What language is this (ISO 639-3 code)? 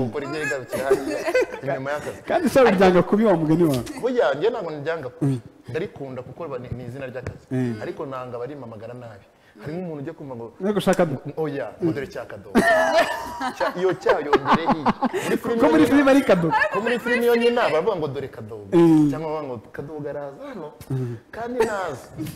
kin